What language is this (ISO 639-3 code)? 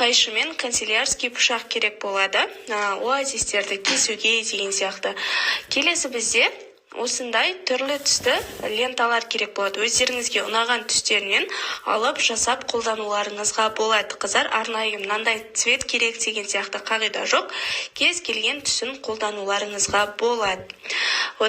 kaz